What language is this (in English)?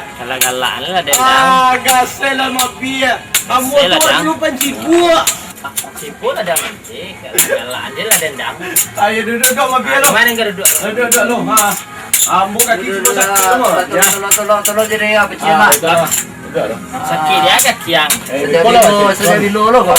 Minangkabau